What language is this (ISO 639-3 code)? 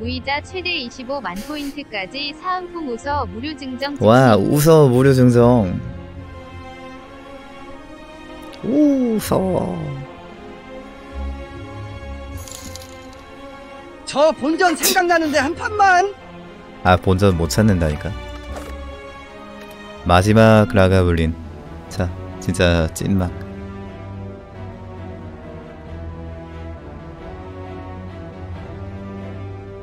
kor